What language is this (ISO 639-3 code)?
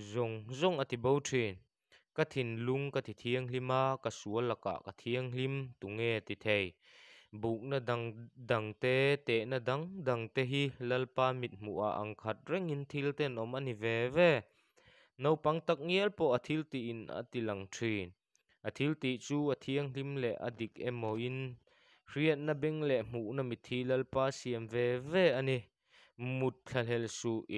lus